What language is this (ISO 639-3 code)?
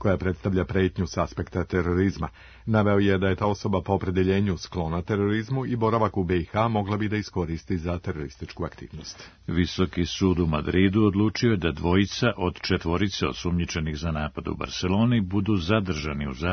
srp